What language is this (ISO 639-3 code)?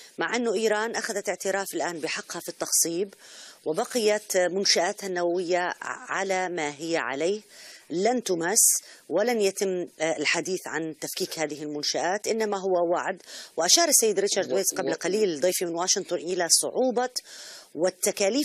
ara